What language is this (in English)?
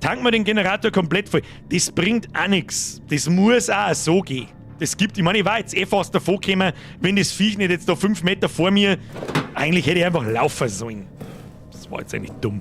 Bavarian